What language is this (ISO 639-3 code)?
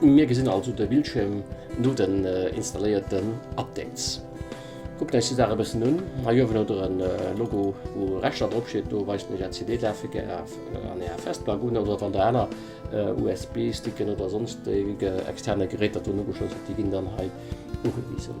ltz